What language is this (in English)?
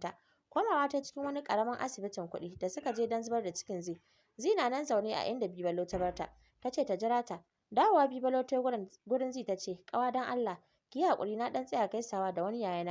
Hausa